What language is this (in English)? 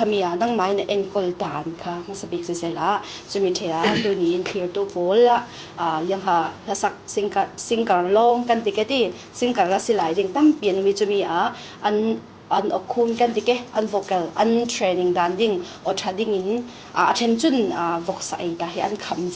Falam Chin